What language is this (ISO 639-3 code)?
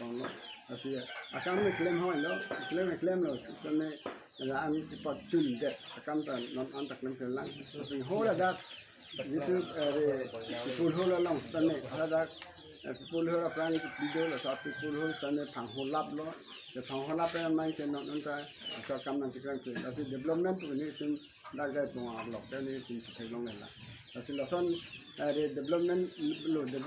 mjw